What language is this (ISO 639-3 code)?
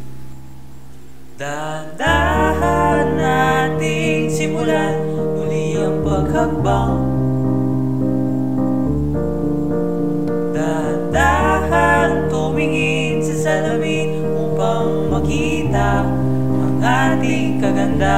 fil